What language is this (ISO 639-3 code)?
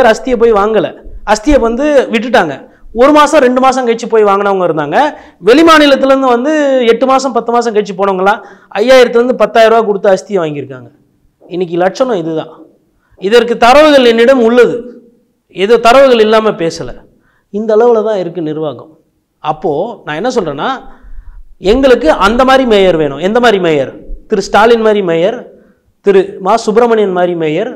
tam